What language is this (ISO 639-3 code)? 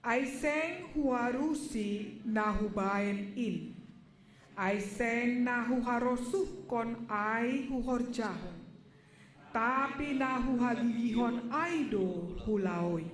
bts